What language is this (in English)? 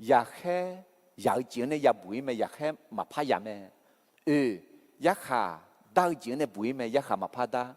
Akha